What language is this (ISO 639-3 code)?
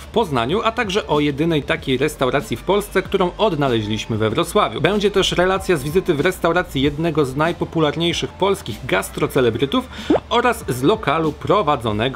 pol